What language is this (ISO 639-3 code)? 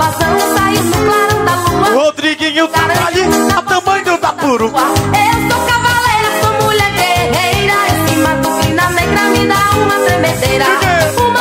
por